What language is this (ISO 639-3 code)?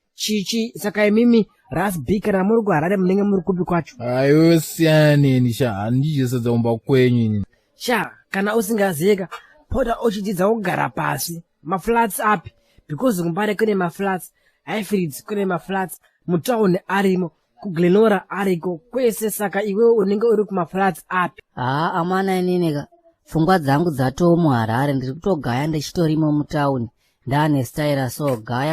sna